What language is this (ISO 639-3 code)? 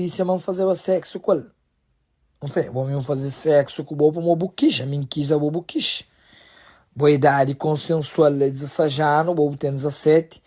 kea